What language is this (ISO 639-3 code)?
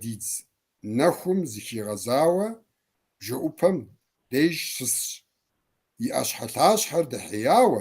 kbd